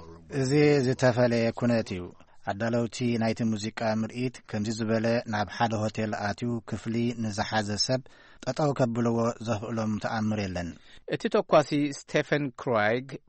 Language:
Tigrinya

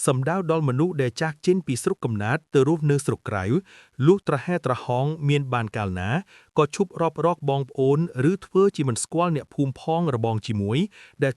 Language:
Khmer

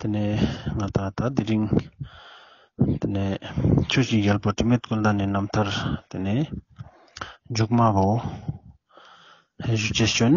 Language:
Ladakhi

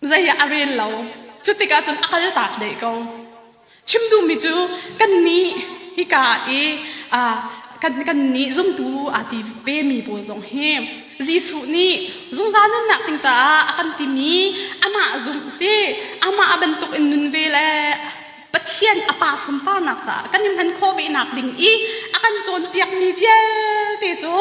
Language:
Hakha Chin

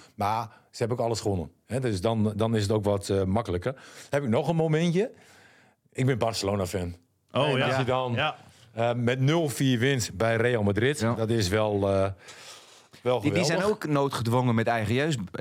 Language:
Dutch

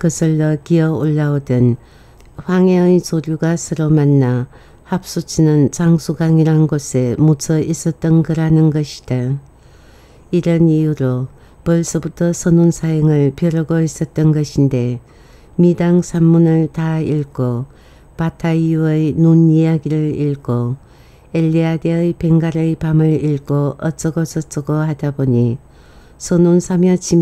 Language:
Korean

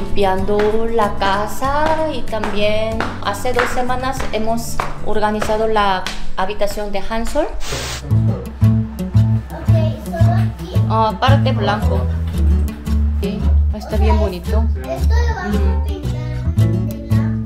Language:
Spanish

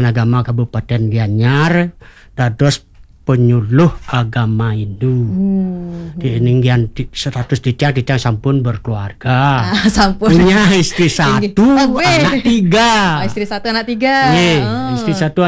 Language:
Balinese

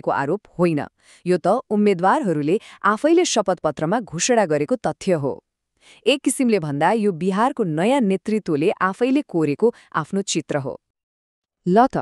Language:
Nepali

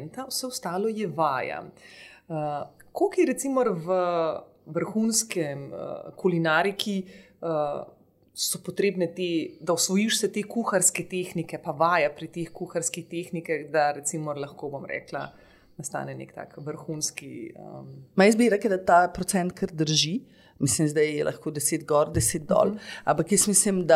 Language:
Slovenian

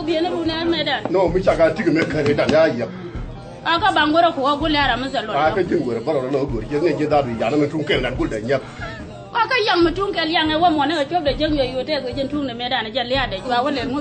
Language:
Nuer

